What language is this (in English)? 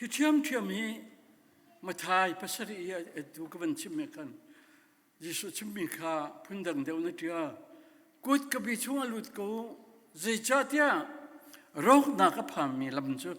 Hakha Chin